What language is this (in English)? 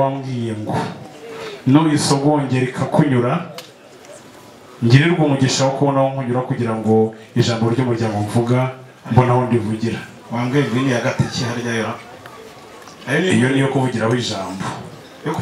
Kinyarwanda